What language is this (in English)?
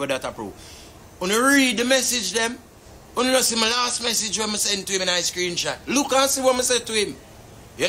Jamaican Creole English